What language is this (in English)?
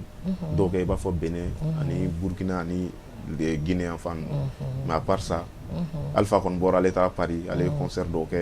Bambara